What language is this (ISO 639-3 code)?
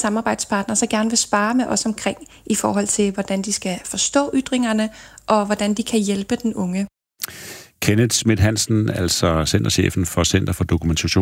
dan